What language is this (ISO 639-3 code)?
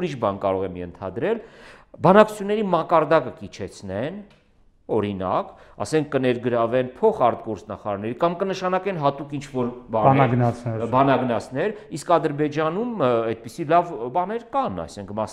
hye